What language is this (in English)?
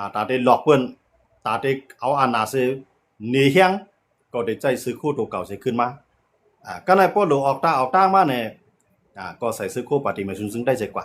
Shan